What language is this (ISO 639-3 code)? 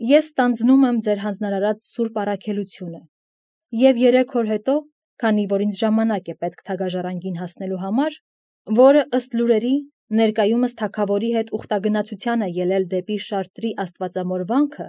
hye